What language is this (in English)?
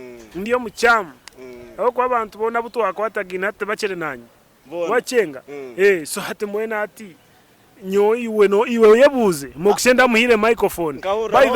Nyankole